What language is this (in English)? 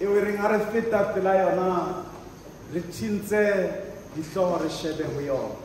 Southern Sotho